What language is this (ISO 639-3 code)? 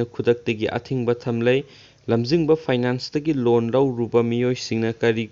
mni